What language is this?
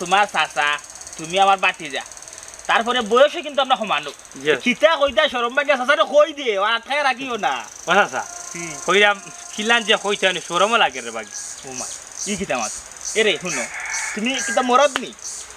Sylheti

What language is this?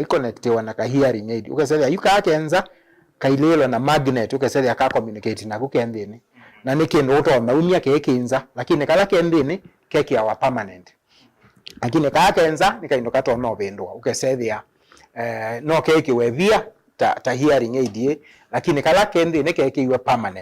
Kamba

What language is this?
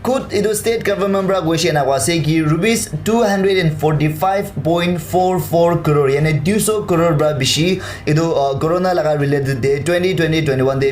Naga Pidgin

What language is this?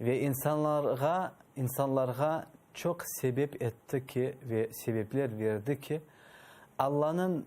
Crimean Tatar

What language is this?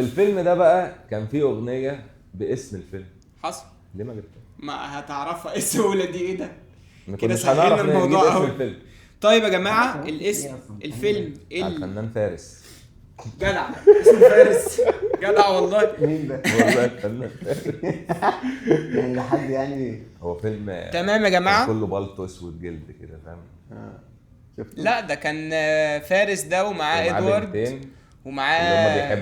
Egyptian Arabic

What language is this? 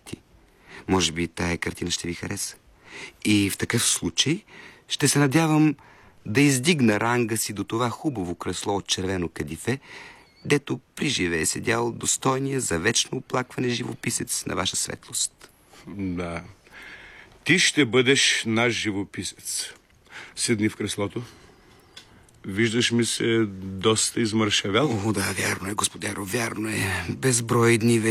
Bulgarian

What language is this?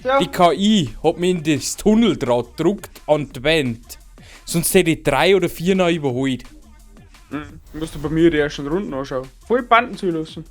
Bavarian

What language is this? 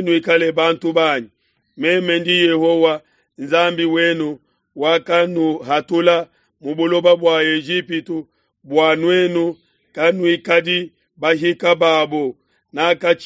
Luba-Lulua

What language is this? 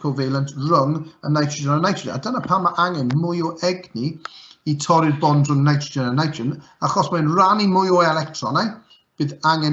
Welsh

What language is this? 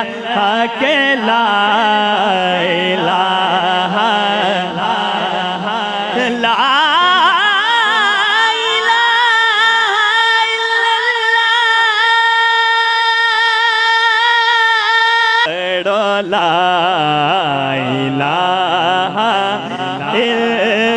Urdu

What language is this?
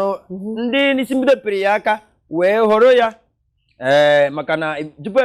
Igbo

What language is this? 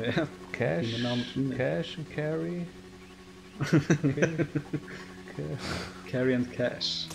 Swiss German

